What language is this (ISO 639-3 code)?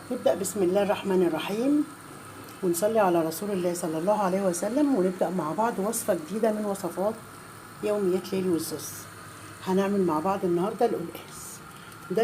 arz